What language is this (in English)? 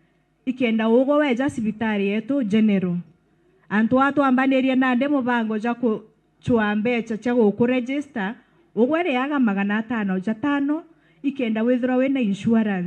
Meru